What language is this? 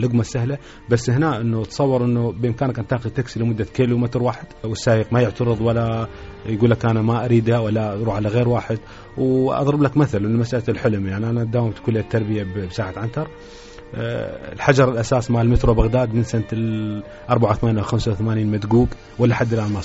Mesopotamian Arabic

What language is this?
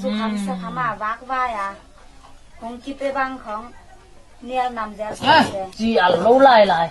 Tedim Chin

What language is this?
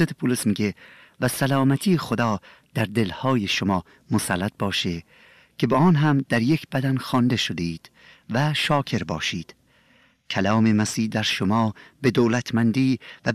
Persian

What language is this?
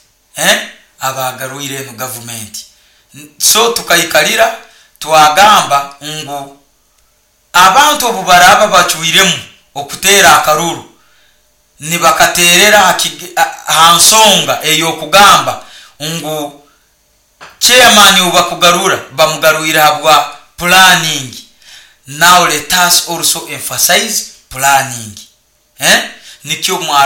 Nyoro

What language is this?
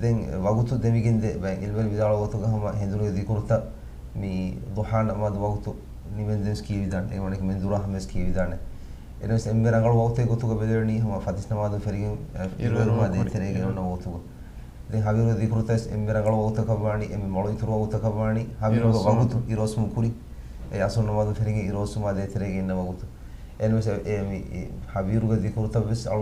Divehi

